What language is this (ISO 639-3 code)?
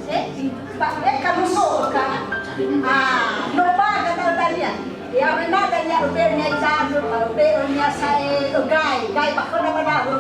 nia